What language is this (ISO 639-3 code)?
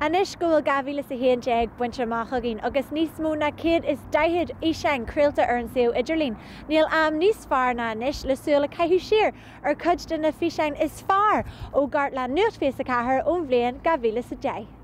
gle